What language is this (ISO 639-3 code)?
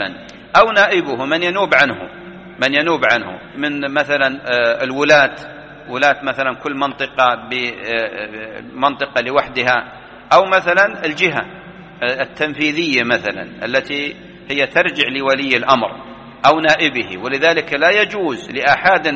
ara